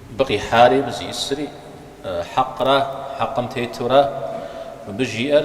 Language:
Kabardian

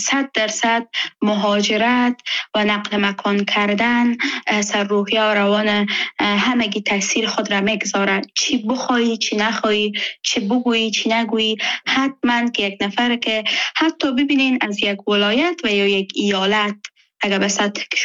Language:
Persian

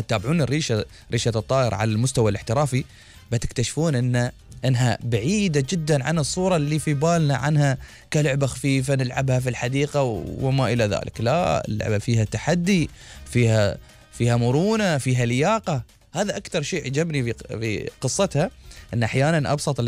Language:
Gulf Arabic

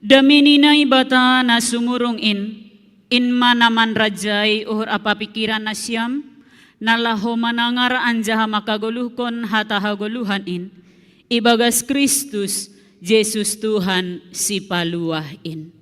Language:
Batak Simalungun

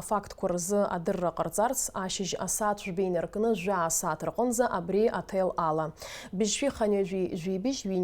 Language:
Abkhazian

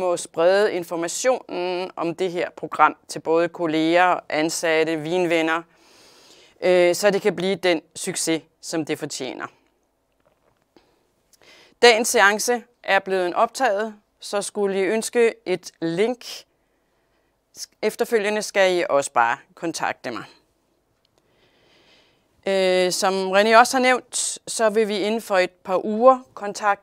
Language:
Danish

